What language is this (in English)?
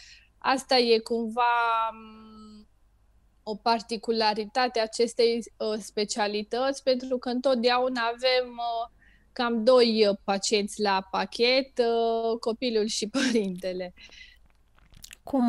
Romanian